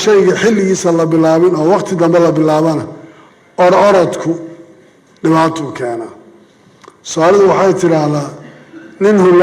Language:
Somali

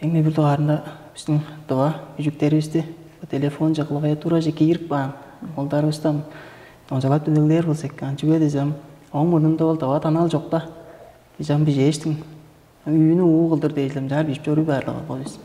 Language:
Tuvinian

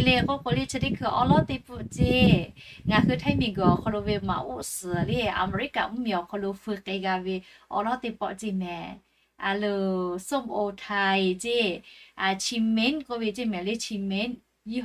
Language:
Lahu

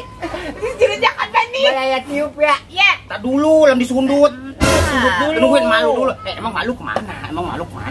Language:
Betawi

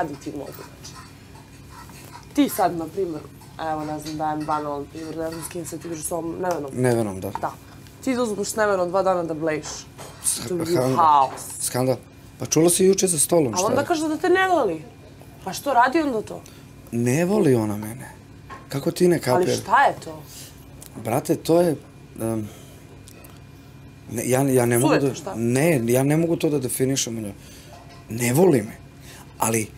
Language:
Serbian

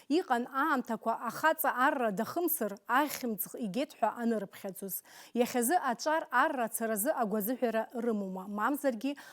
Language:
Abkhazian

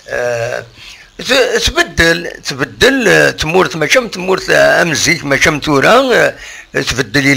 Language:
Kabyle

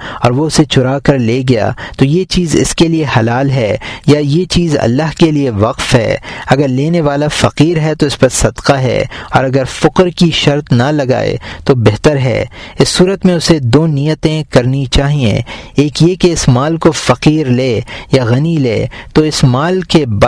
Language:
Urdu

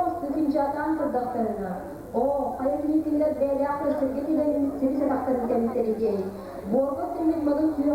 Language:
Yakut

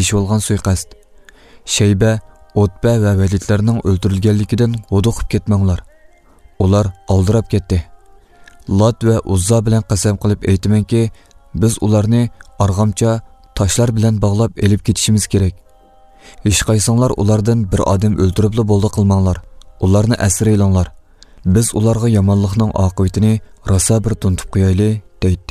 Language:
Uyghur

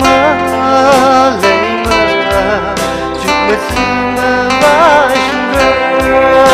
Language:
Tangkhul Naga (India)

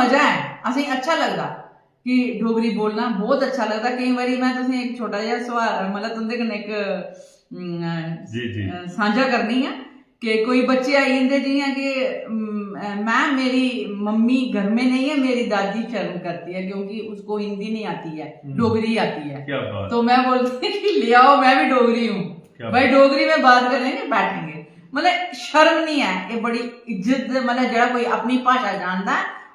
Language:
Dogri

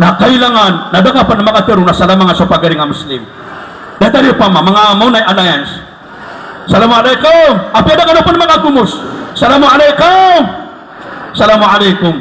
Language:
Maranao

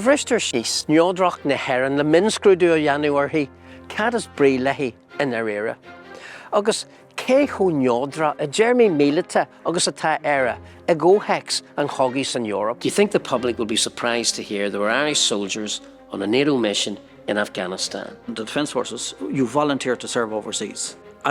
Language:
Irish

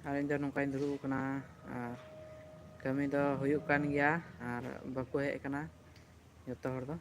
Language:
Santali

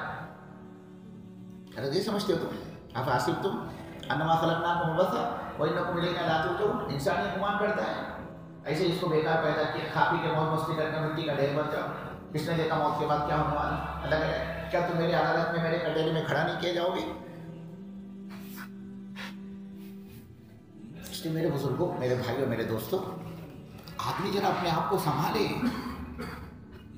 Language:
Urdu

